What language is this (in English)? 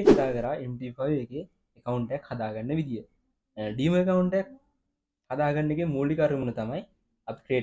Sinhala